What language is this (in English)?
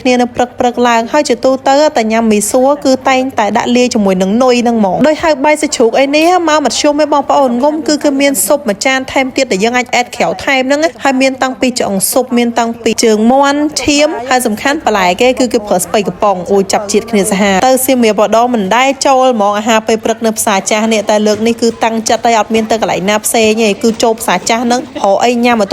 Khmer